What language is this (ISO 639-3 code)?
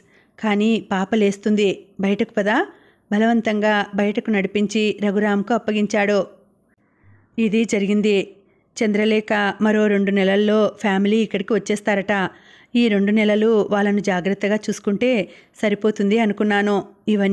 tel